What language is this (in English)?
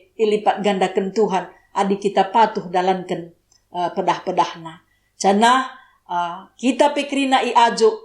Batak Karo